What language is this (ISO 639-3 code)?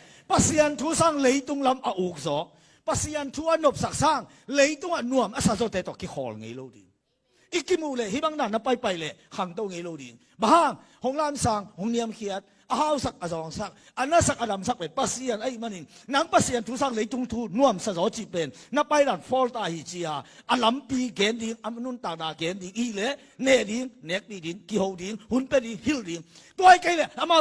ctd